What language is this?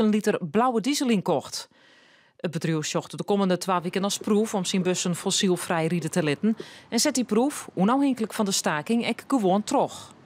Western Frisian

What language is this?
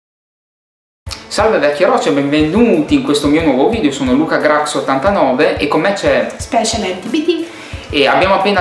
Italian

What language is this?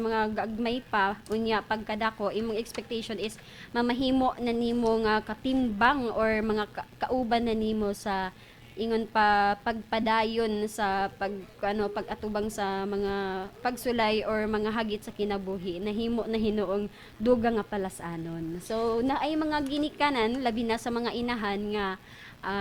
Cebuano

